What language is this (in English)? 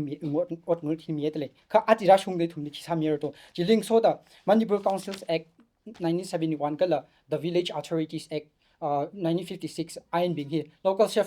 Tangkhul Naga (India)